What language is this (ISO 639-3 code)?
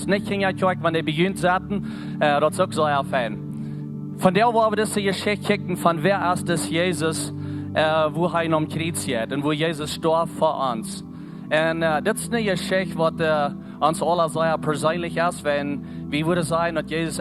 pdt